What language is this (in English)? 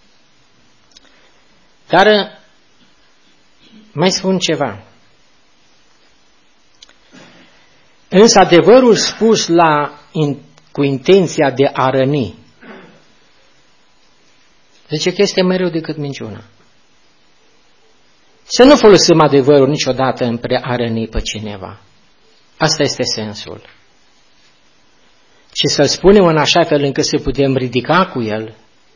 Romanian